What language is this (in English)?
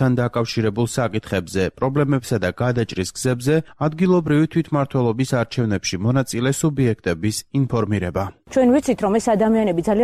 Georgian